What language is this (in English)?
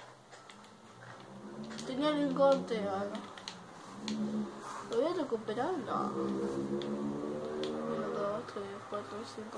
Spanish